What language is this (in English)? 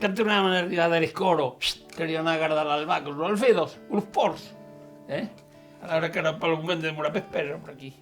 Occitan